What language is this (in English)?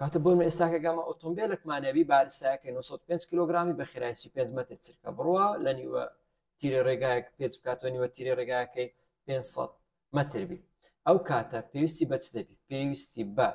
Central Kurdish